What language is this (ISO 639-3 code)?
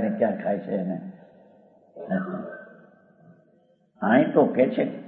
guj